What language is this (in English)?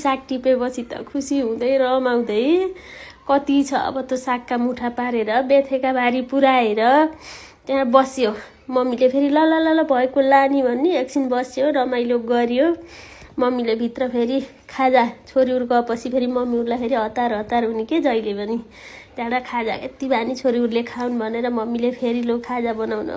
Nepali